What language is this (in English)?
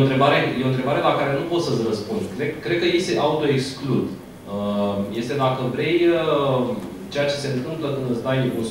Romanian